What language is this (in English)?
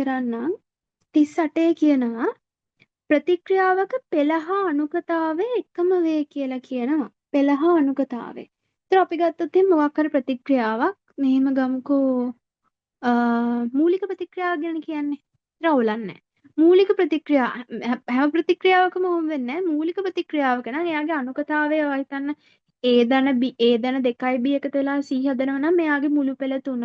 Sinhala